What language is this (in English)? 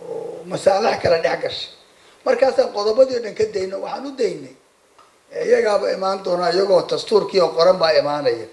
Somali